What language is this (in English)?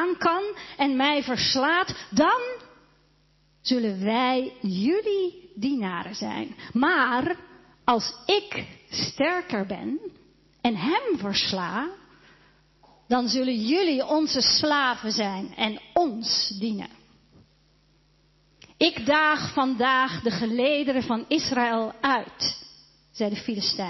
Dutch